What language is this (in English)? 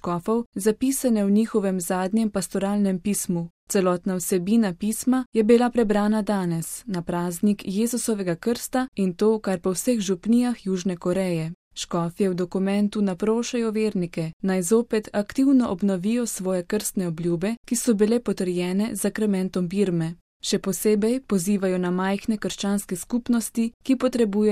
Slovenian